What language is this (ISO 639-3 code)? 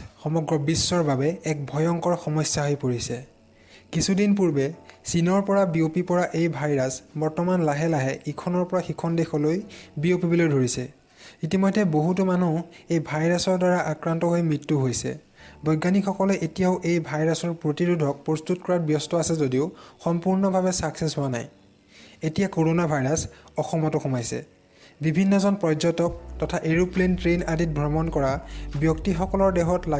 asm